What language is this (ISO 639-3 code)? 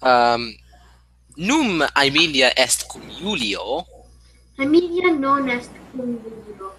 lat